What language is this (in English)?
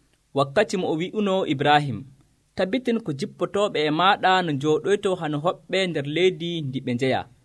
Nigerian Fulfulde